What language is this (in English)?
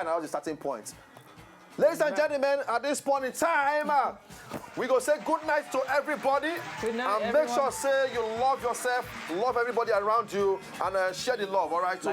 Nigerian Pidgin